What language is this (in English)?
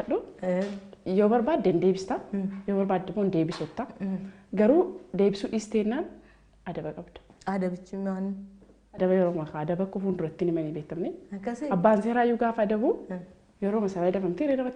Oromo